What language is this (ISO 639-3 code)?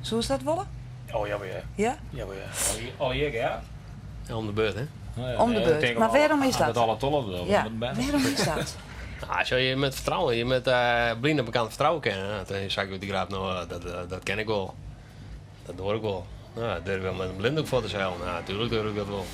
fry